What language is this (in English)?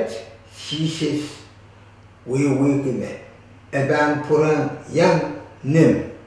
Pohnpeian